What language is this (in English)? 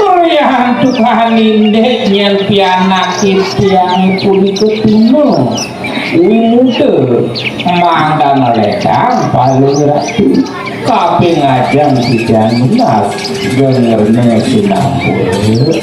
Balinese